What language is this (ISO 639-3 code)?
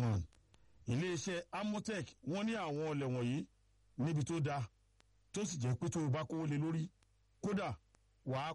yor